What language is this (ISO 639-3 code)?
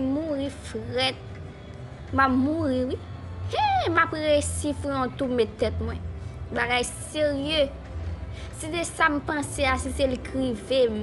hat